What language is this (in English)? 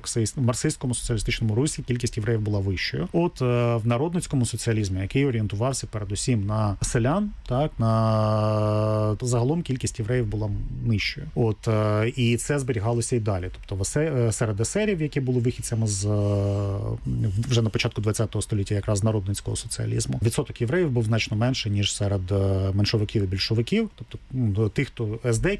Ukrainian